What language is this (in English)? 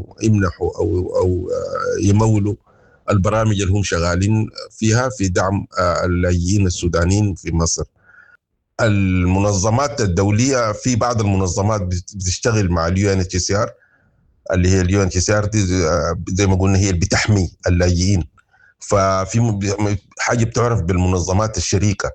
Sudanese Arabic